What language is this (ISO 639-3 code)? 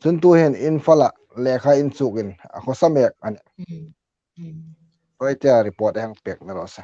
hmr